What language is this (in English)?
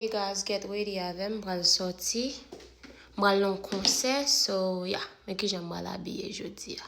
Haitian Creole